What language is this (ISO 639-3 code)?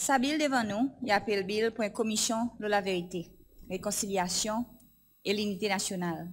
crs